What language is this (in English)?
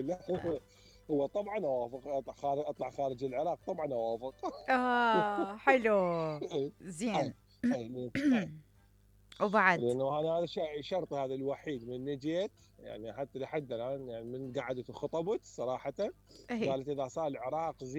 Mesopotamian Arabic